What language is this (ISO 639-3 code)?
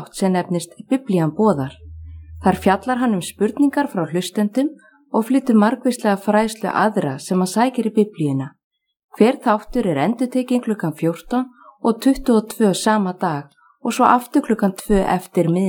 isl